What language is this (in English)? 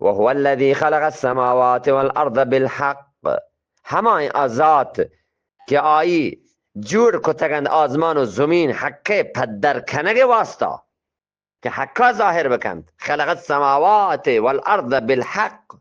Eastern Balochi